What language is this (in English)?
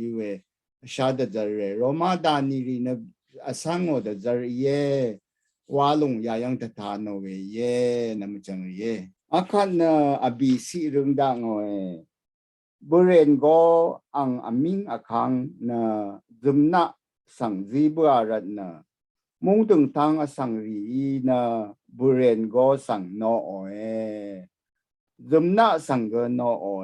Rawang